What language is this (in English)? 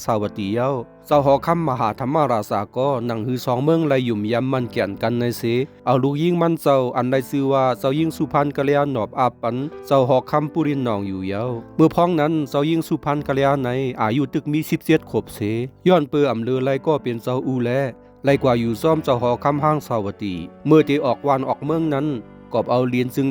Shan